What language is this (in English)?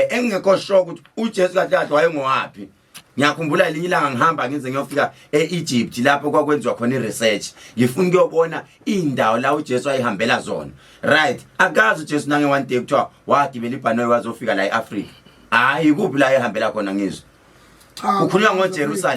Zulu